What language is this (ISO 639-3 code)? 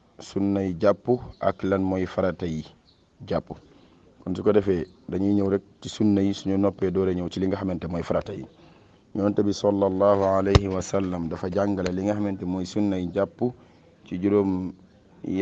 wol